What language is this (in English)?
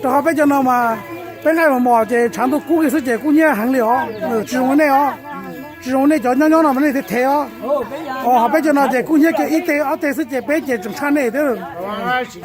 Hmong